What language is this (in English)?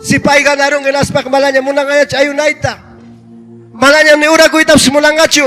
Ayacucho Quechua